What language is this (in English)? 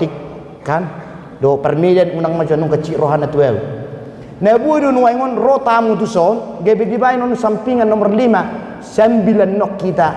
Batak Toba